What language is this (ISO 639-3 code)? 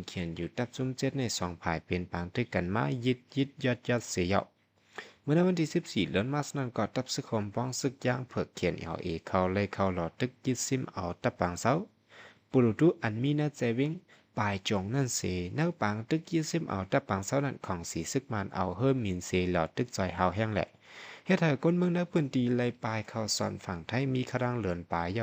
shn